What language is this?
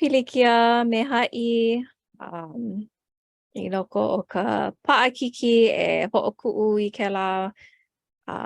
Hawaiian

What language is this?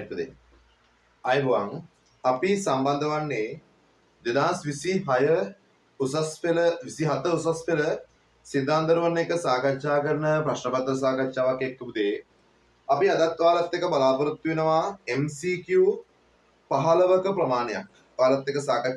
Sinhala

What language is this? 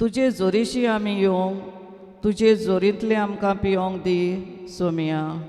Konkani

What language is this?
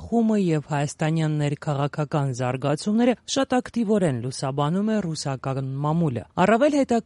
Armenian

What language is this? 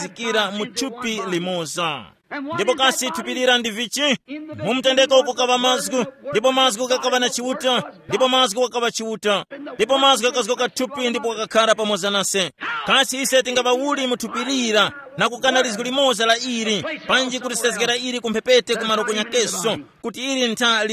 Tumbuka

